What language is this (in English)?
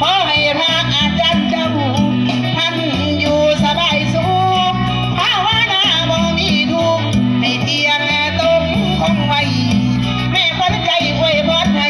Northeastern Thai